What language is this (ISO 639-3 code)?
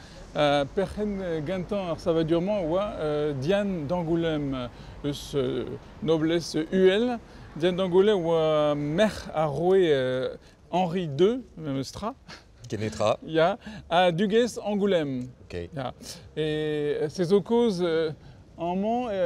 bre